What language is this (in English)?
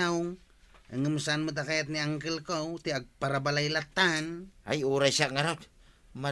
Iloko